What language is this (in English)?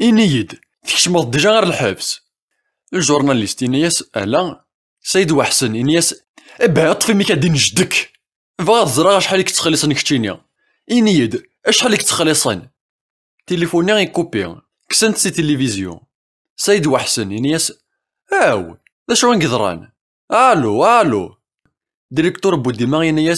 Kabyle